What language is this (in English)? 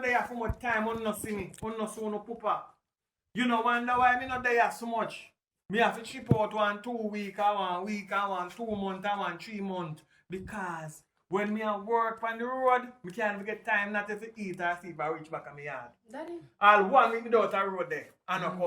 Jamaican Creole English